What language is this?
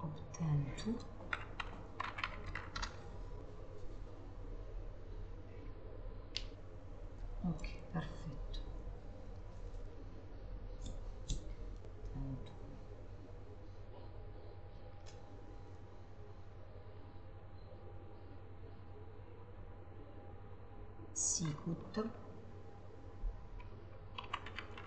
Italian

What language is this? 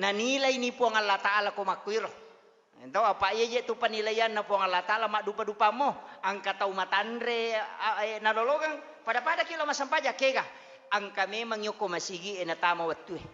Buginese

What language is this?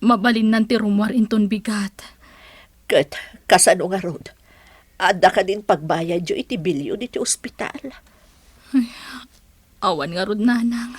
Iloko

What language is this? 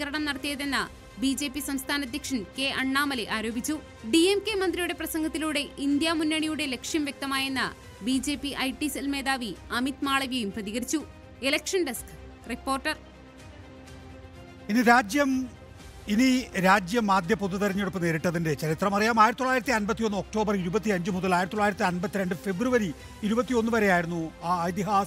Malayalam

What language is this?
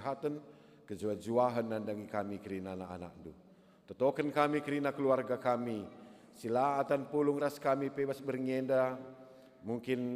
Batak Karo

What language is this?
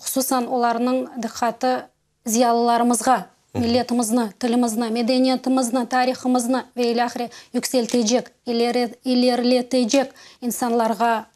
Crimean Tatar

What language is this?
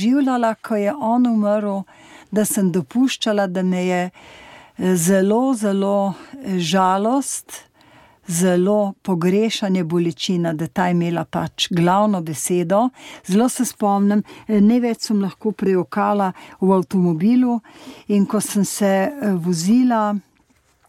Slovenian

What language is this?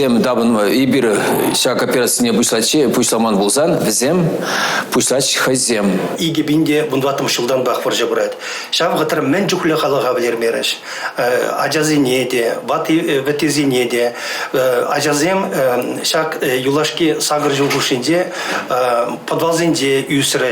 Chuvash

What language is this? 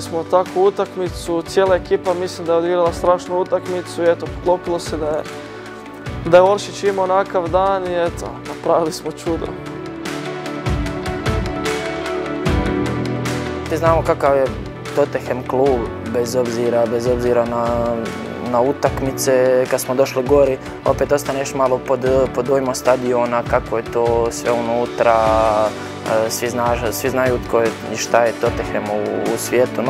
Croatian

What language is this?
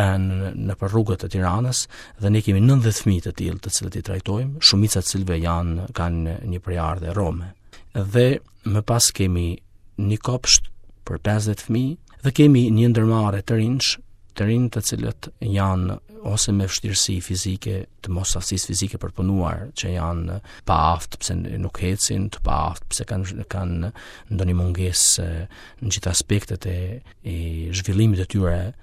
Albanian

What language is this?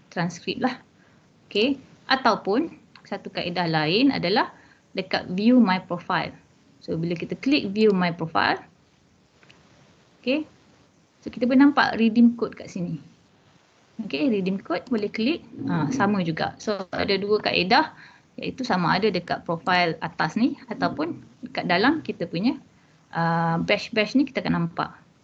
Malay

